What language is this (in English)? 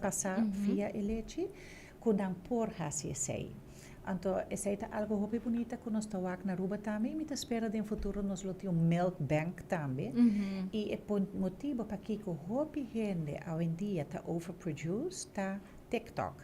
Papiamento